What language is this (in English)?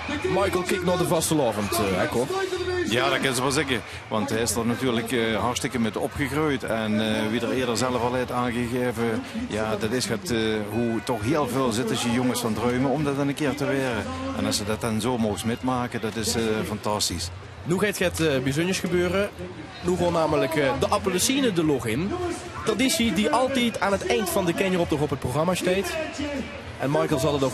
Limburgish